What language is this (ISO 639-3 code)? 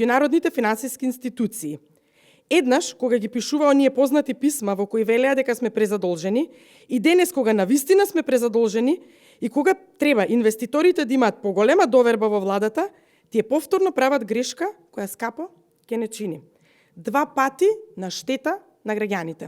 mkd